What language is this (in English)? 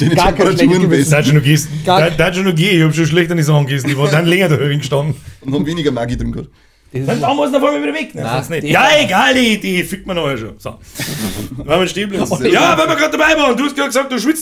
Bavarian